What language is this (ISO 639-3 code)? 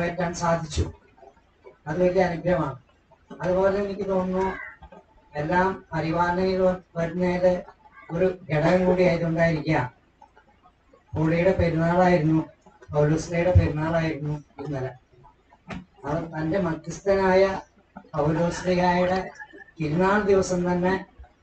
mal